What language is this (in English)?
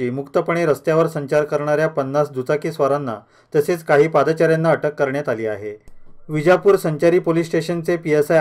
Marathi